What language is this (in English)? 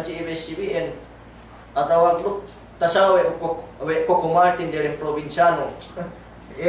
Yakan